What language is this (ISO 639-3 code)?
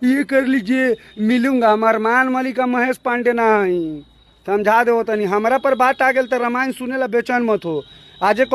bho